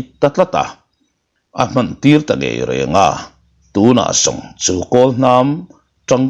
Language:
Mizo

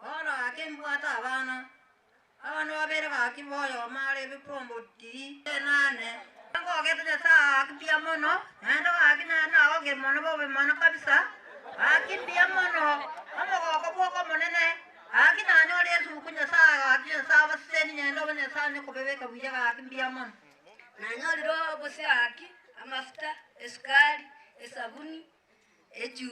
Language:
Gusii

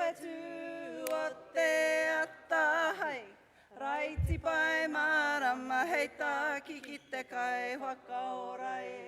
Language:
Māori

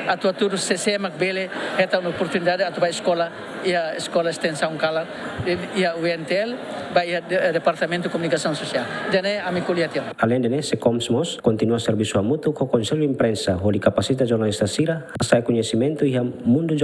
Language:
Tetum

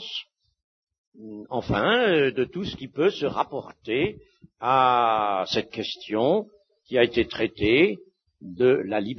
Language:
French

